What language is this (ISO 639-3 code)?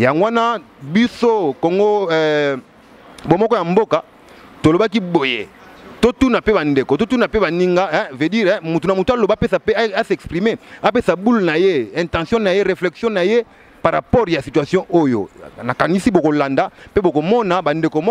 lin